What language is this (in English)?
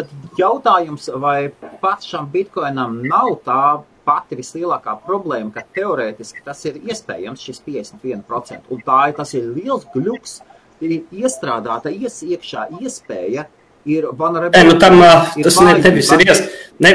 Latvian